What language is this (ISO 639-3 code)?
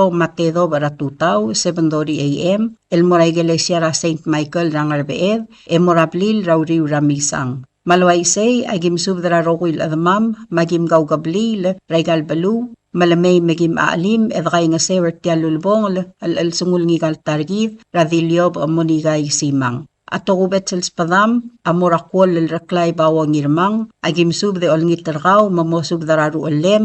pau